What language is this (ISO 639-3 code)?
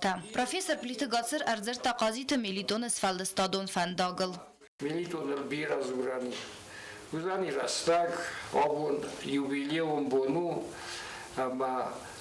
oss